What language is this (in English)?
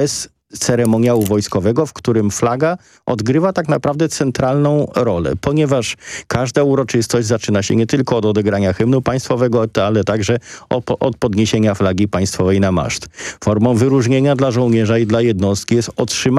Polish